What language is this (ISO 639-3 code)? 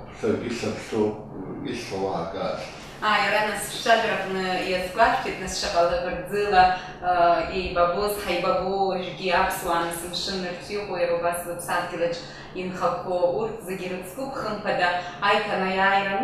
abk